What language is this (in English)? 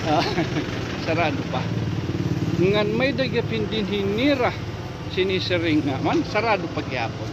Waray